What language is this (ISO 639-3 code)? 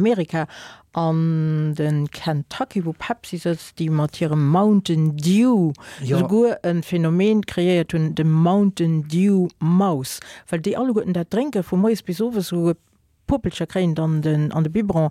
ltz